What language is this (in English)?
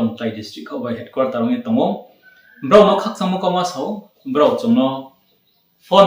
Riang (India)